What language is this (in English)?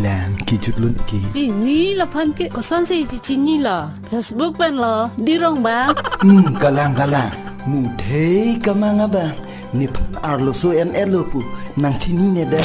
Karbi